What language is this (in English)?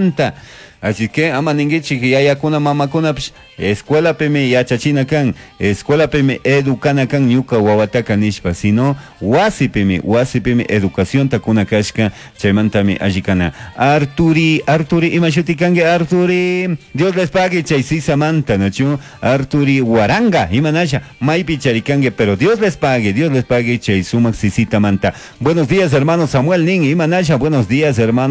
Chimborazo Highland Quichua